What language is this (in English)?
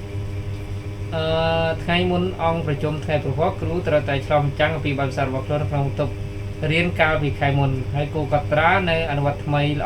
Khmer